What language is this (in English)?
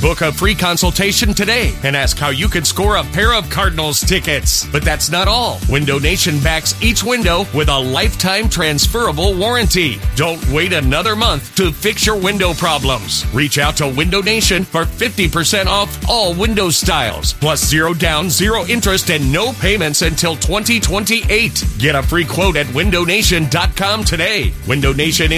English